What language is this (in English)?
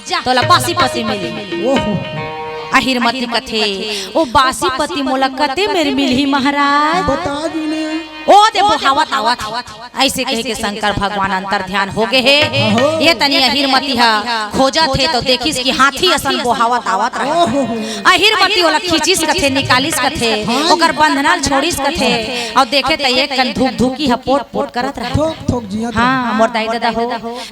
Chhattisgarhi